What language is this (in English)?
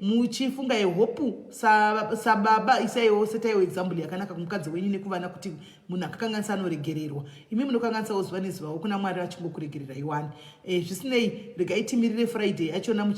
Shona